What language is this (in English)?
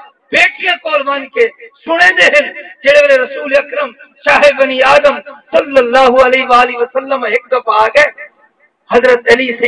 Saraiki